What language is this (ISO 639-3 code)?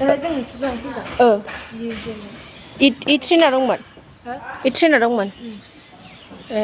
brx